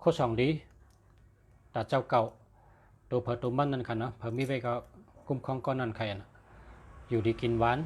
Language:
Shan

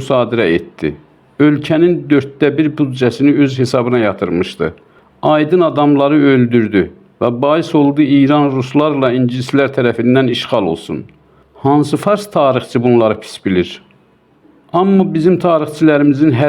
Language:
South Azerbaijani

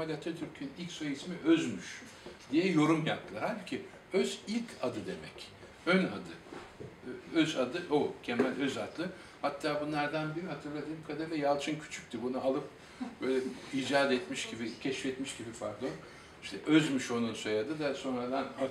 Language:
Turkish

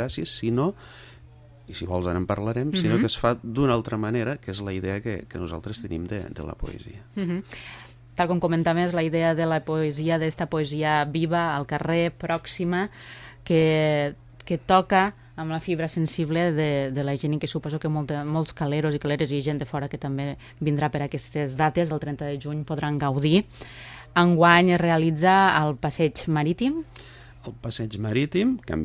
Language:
Catalan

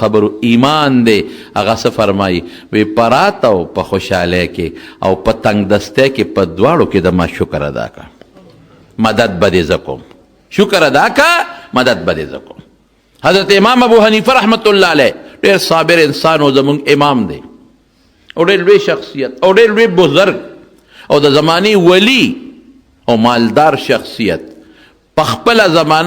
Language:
Pashto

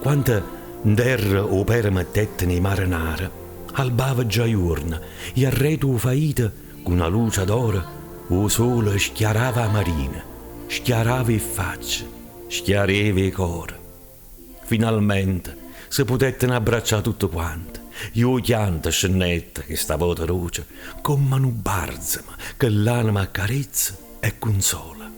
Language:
Neapolitan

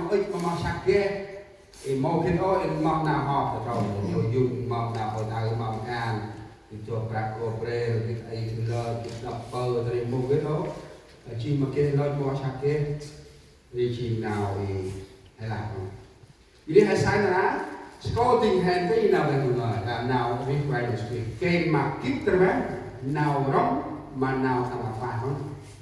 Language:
Central Mnong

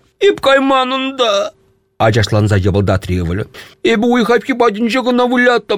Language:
Chuvash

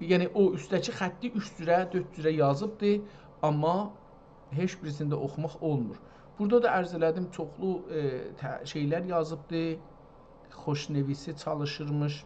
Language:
South Azerbaijani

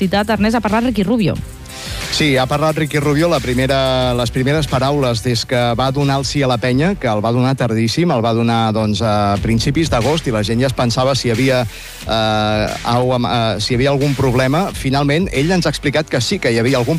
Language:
Catalan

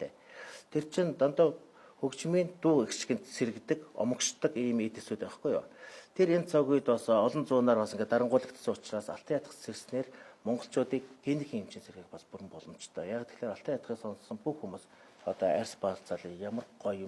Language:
Mongolian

